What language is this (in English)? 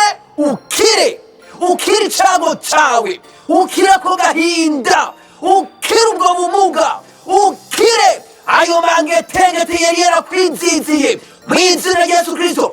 Rundi